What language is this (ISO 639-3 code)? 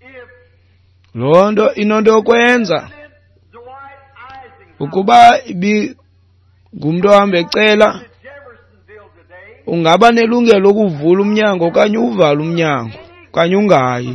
xho